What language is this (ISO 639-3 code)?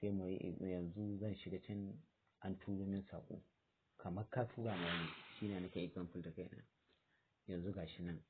hau